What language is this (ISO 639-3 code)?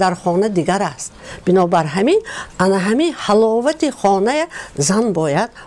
tgk